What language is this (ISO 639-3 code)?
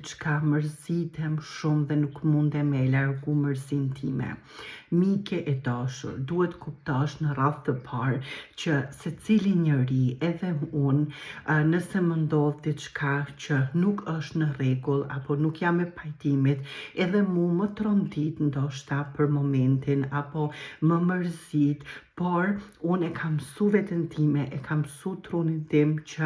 sqi